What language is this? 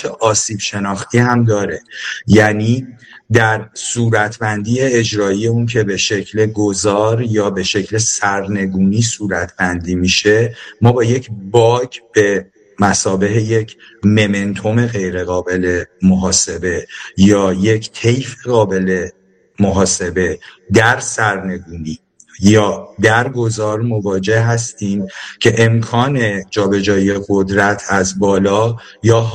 Persian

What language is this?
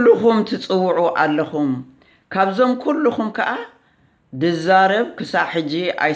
Tigrinya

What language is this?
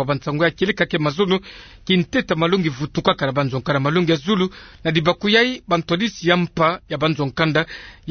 Kituba (Democratic Republic of Congo)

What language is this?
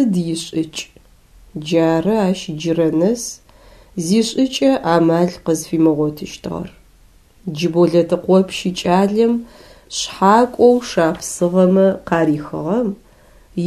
Adyghe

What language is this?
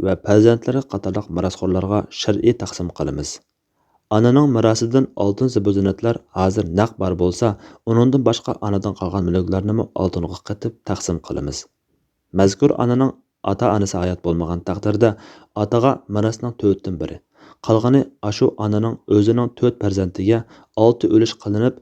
Uyghur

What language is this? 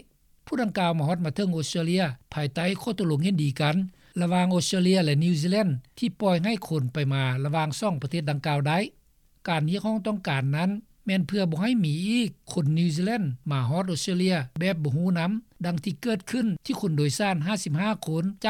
Lao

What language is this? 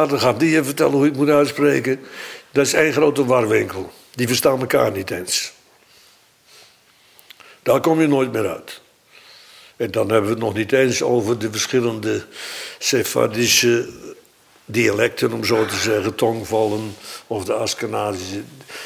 Dutch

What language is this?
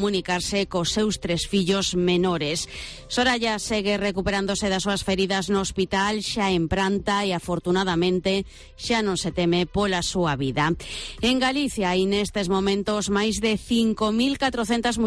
Galician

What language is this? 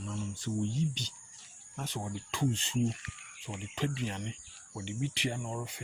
Akan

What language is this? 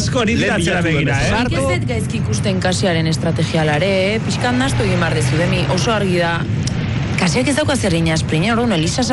Basque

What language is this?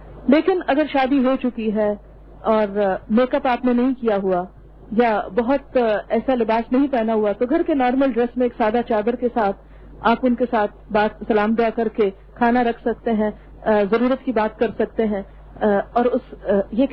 Urdu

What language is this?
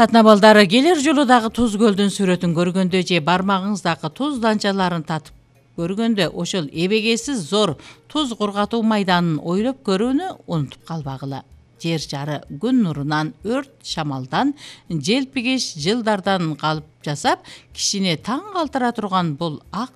Kyrgyz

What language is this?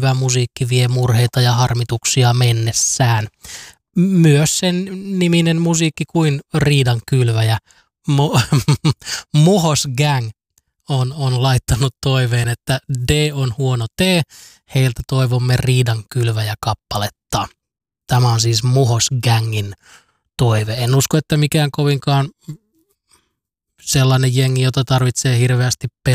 Finnish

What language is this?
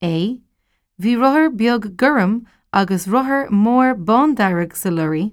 Irish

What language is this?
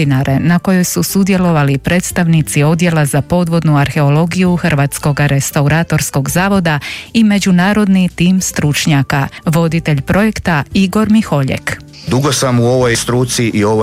Croatian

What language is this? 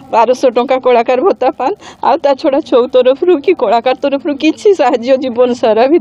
Odia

